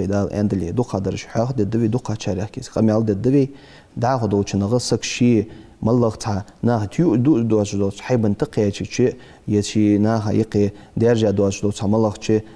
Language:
Ingush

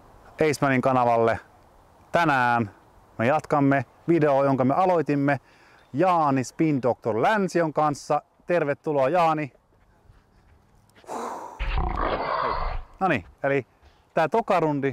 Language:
Finnish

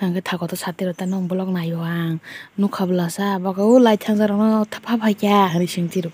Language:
Kok Borok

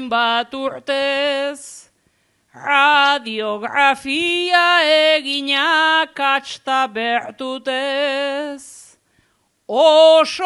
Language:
Basque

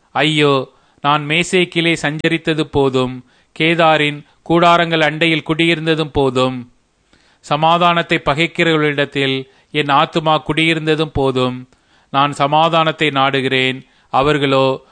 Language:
Tamil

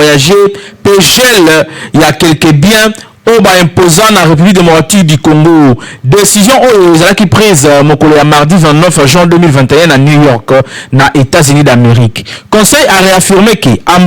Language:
Lingala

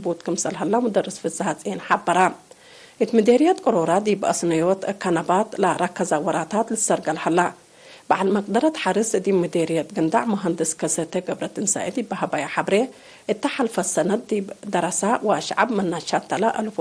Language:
Tigre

